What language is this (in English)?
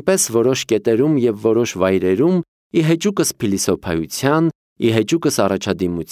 Armenian